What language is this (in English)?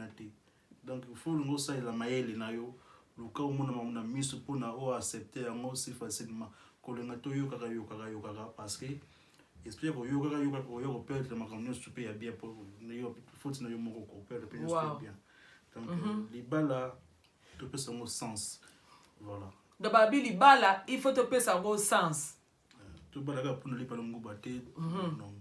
Lingala